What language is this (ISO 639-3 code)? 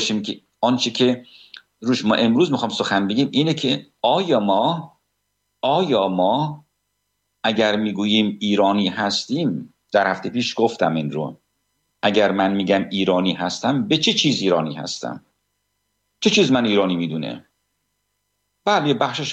fas